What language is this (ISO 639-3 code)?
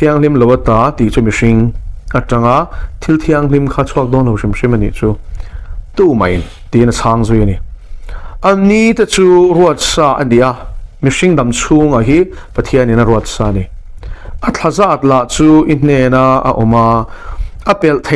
lus